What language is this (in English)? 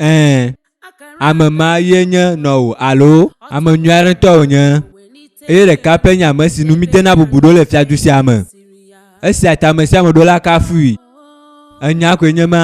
Ewe